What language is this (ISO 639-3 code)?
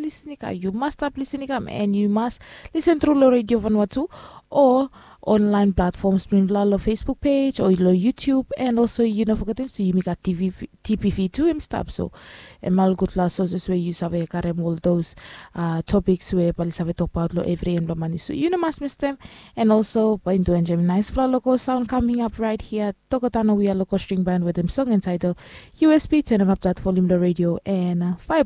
bis